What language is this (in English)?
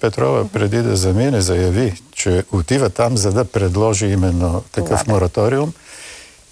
Bulgarian